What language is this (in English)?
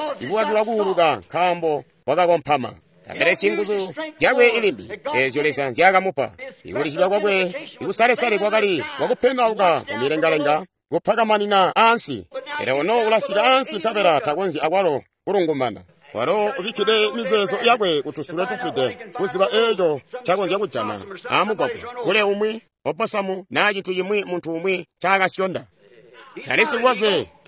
Tonga (Zambia)